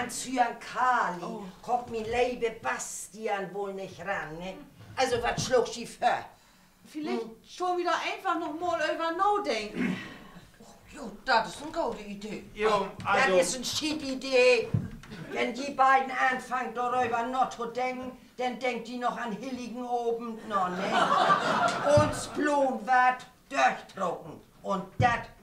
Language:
Low German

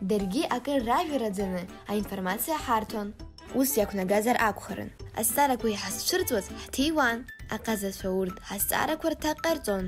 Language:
Abkhazian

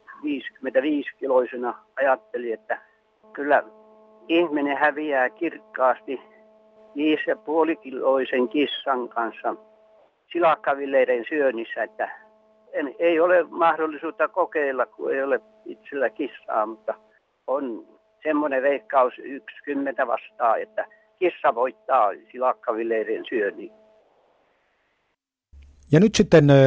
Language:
Finnish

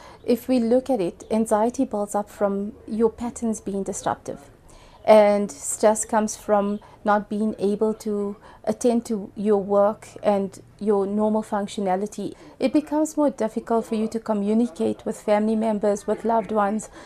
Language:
English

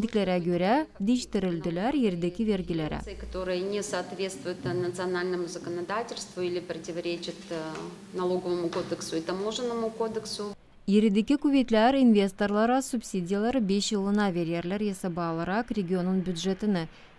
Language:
Gagauz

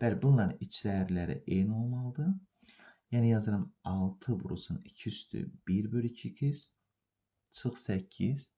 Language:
Azerbaijani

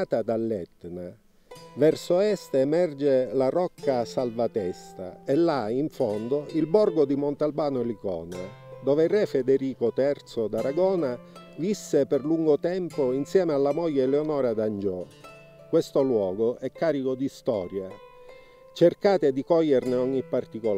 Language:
Italian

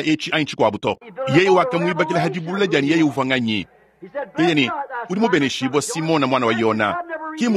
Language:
Luba-Lulua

